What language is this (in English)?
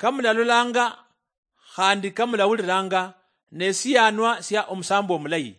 Luyia